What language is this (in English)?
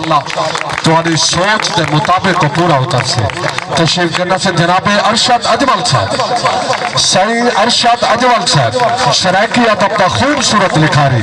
Saraiki